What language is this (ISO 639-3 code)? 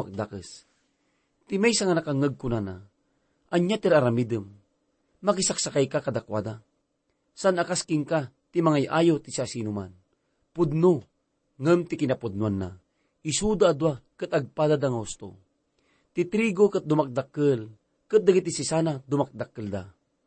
ilo